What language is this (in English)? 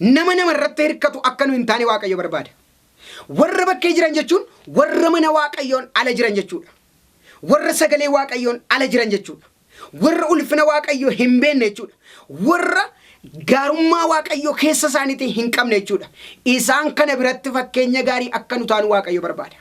Oromo